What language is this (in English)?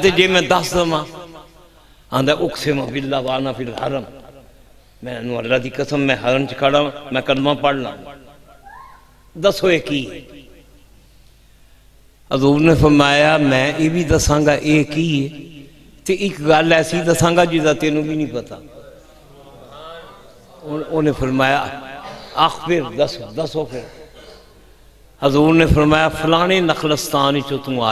Western Panjabi